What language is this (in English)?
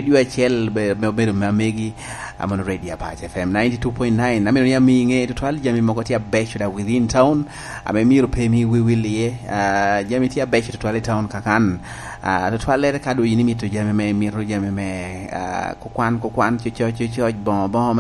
Lango (Uganda)